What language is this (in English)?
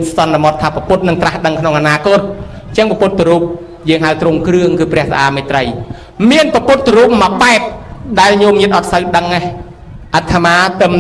Khmer